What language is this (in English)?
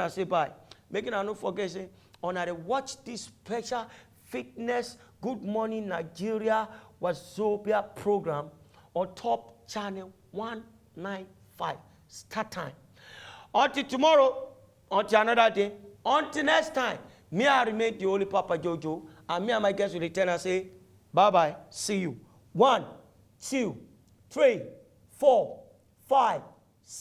Nigerian Pidgin